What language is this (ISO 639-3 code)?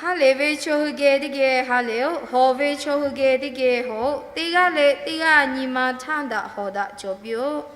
lhu